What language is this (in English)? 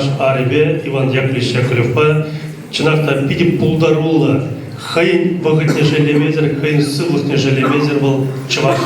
Chuvash